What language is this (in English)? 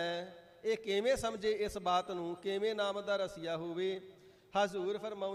Punjabi